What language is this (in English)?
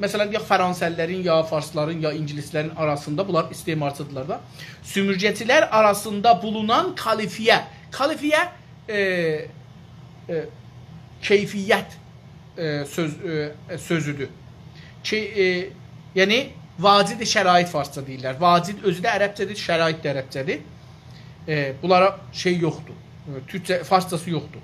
South Azerbaijani